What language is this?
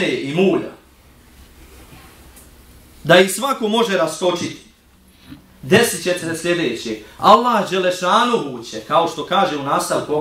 Bosnian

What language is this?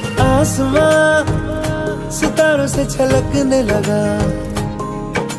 Hindi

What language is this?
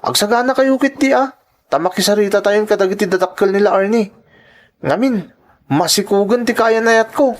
Iloko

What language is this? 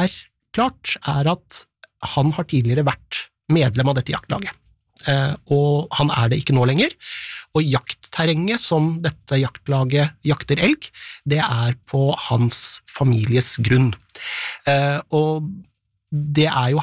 Norwegian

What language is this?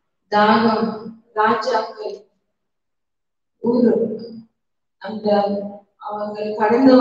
Tamil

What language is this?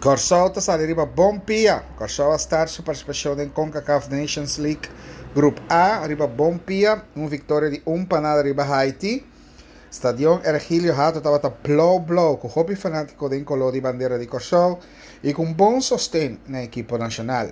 Papiamento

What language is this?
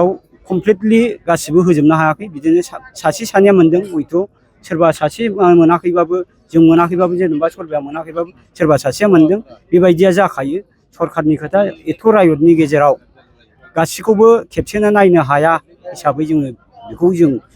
Bodo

